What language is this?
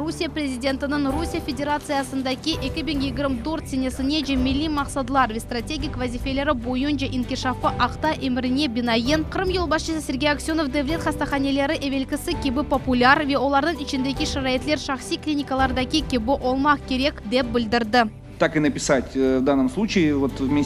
Crimean Tatar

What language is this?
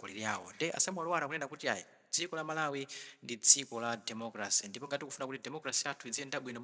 Nyanja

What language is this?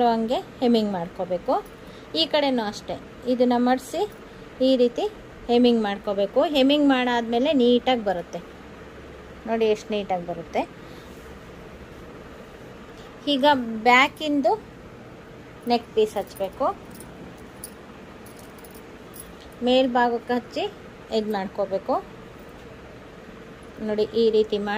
Kannada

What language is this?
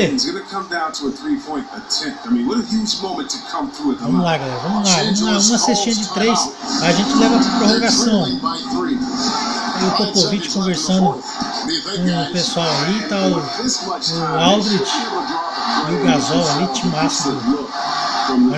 Portuguese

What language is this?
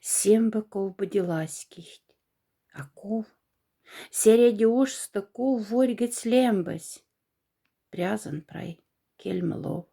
Moksha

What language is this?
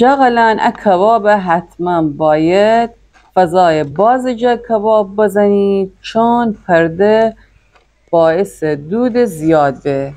Gilaki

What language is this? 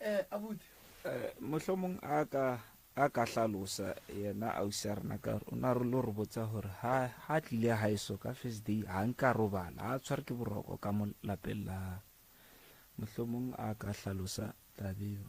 Northern Sotho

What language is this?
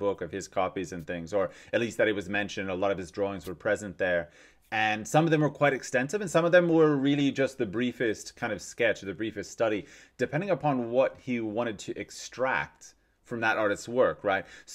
English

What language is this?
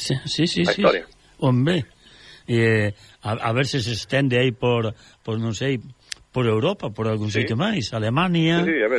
Galician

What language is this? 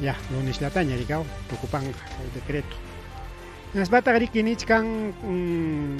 Ayacucho Quechua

